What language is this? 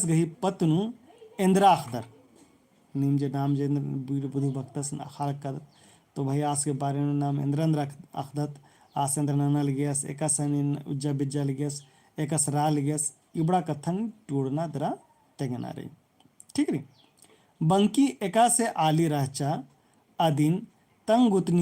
Kurukh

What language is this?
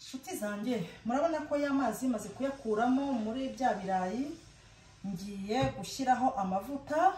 Kinyarwanda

